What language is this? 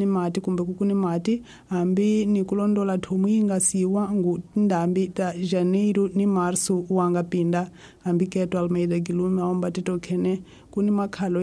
Tsonga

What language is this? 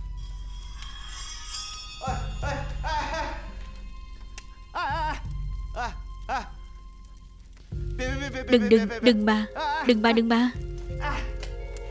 Vietnamese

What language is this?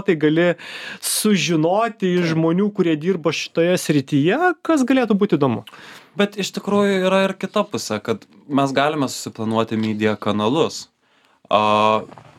Lithuanian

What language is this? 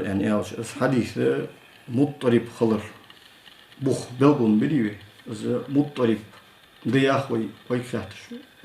Ingush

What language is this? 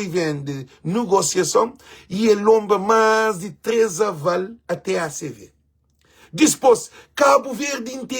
Kabuverdianu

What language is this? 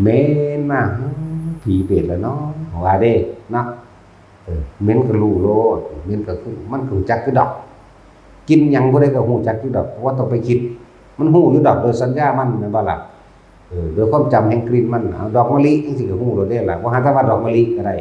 Northeastern Thai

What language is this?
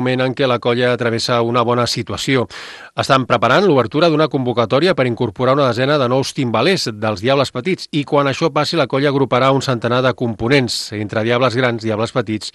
Catalan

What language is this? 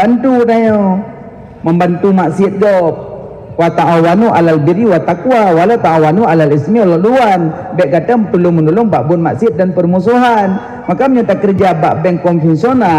Achinese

